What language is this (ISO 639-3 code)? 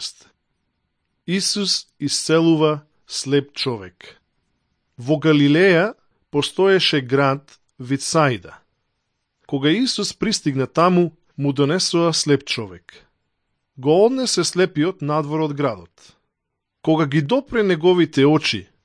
mkd